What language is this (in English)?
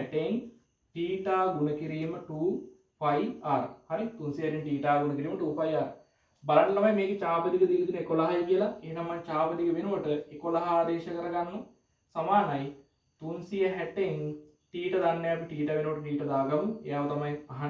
Sinhala